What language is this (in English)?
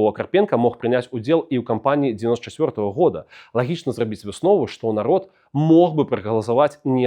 Belarusian